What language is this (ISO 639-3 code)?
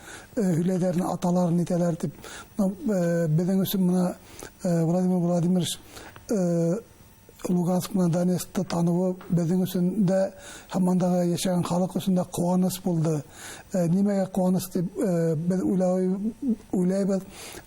bak